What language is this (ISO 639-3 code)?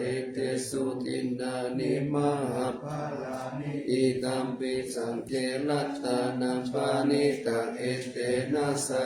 pli